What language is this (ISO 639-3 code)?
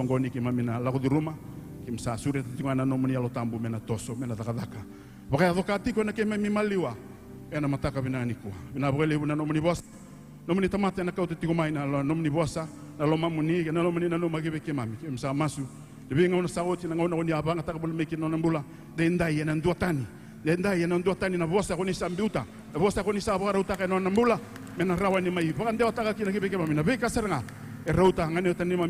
fij